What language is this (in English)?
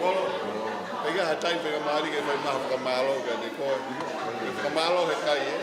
Tongan